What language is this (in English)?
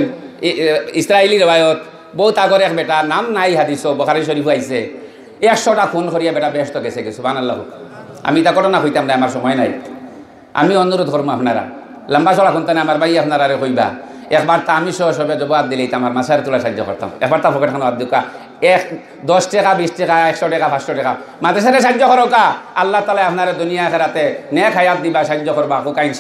Sylheti